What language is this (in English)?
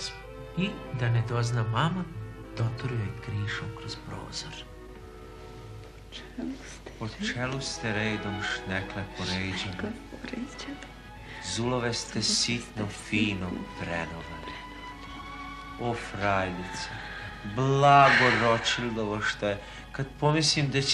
Serbian